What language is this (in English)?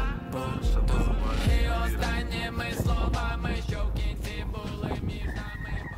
Ukrainian